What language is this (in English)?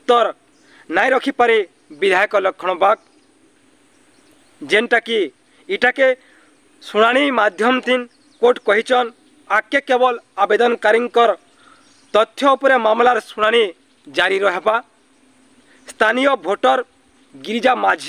Sambalpuri